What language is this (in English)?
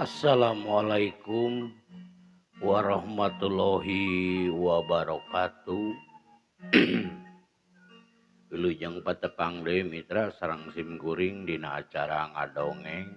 Sundanese